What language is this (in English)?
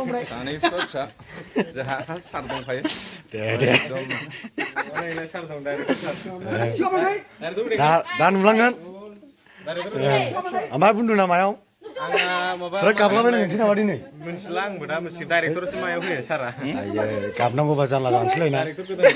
Bodo